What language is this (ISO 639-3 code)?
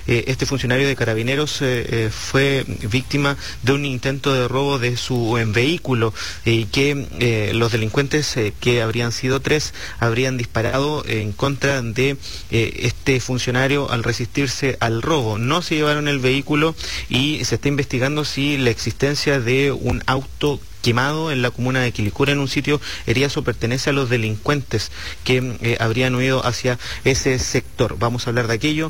spa